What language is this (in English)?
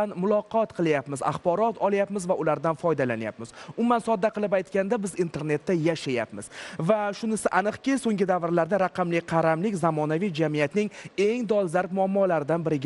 Uzbek